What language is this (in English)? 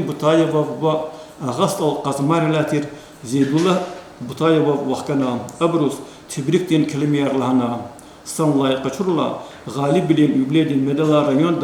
Lezghian